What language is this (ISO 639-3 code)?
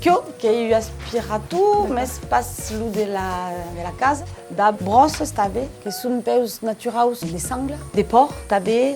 oci